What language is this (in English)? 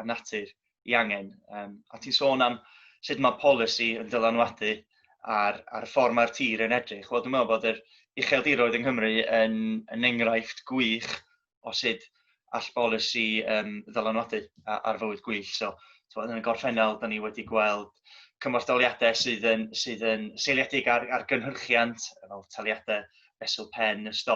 Welsh